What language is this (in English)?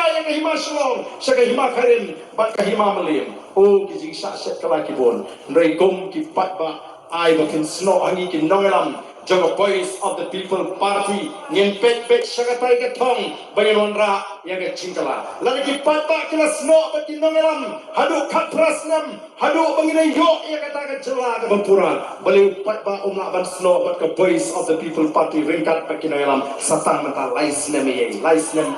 Khasi